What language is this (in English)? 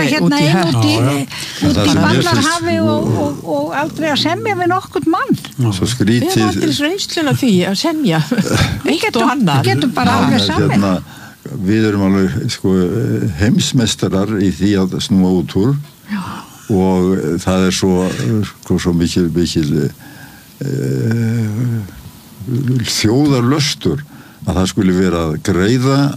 Icelandic